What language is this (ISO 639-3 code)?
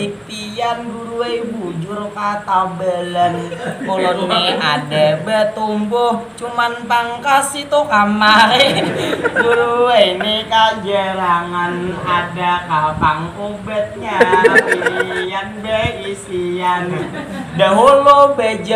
bjn